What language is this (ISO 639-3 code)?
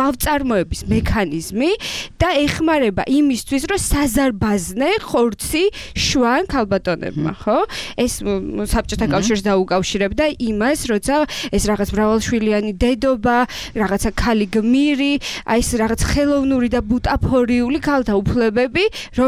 kat